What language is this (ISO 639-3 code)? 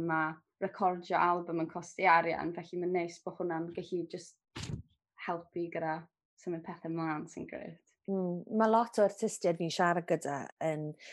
cym